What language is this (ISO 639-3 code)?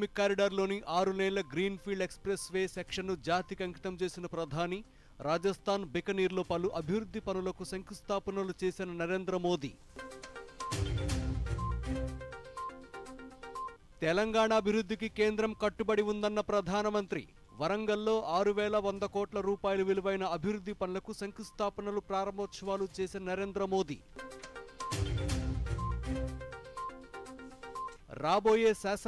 tel